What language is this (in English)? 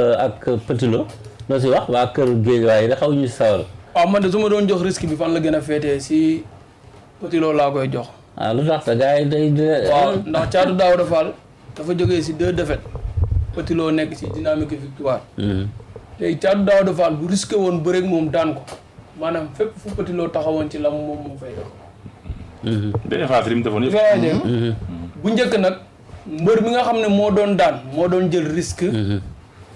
Wolof